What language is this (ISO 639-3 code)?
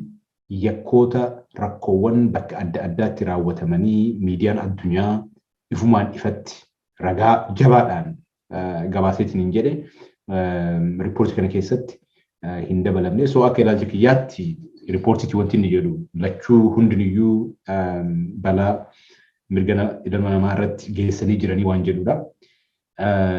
orm